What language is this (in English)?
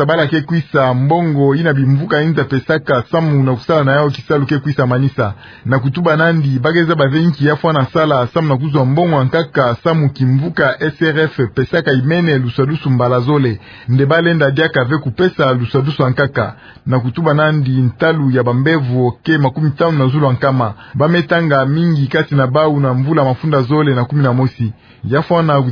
Kituba (Democratic Republic of Congo)